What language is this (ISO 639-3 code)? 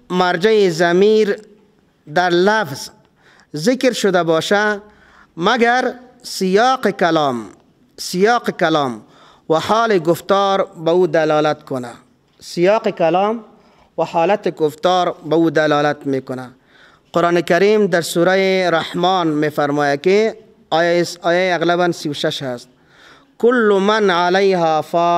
fas